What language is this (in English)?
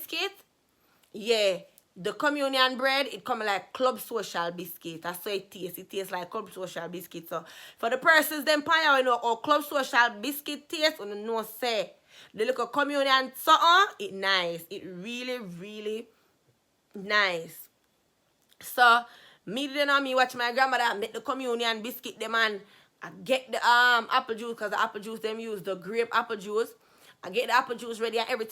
Jamaican Creole English